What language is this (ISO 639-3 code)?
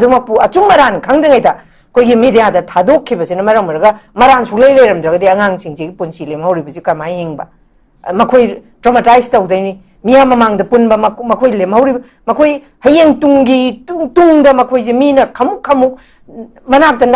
mni